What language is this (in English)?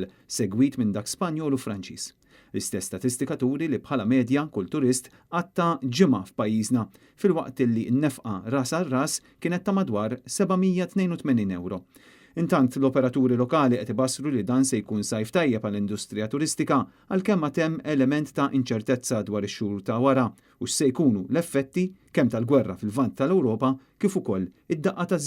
Maltese